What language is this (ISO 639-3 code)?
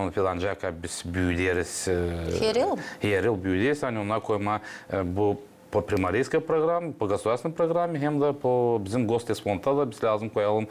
gag